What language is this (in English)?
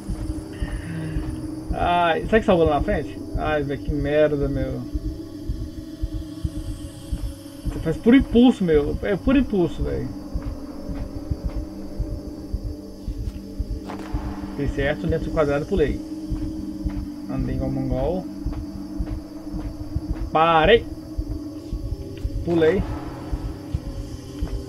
Portuguese